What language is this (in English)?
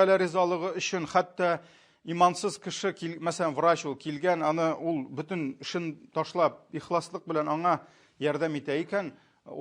Tatar